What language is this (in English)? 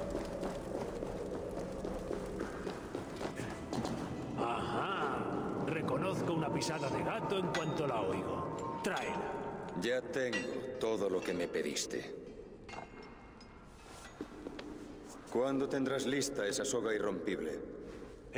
Spanish